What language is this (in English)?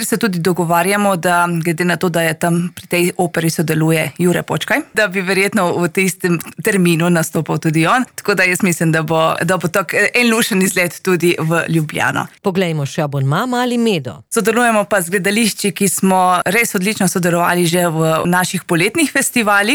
Slovenian